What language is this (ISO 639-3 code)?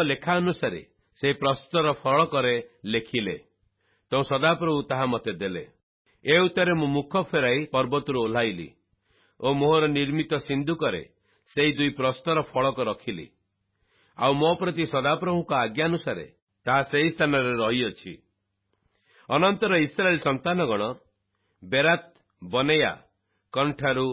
ori